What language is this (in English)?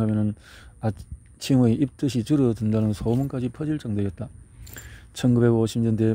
Korean